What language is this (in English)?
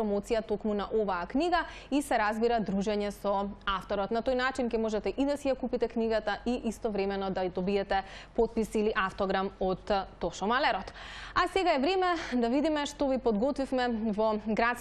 Macedonian